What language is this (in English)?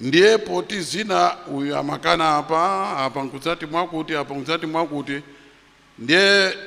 Nyanja